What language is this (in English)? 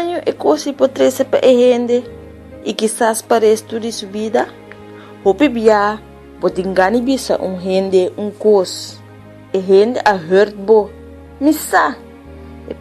Papiamento